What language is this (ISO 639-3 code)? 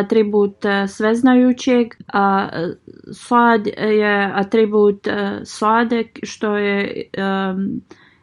bos